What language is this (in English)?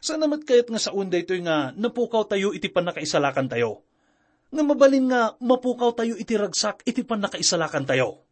Iloko